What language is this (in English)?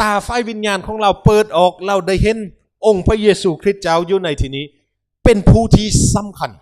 Lao